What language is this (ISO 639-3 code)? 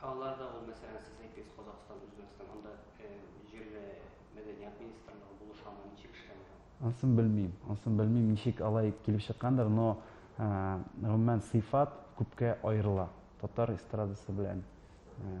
tat